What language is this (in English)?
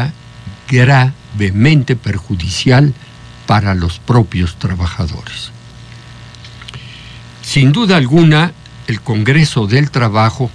Spanish